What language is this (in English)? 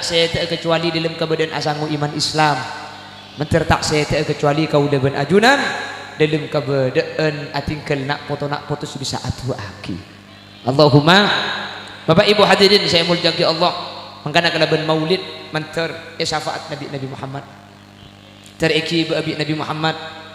Madurese